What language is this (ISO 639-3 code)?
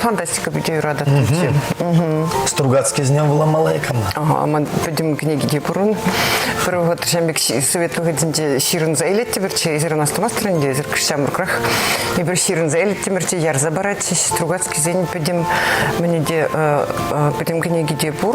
chv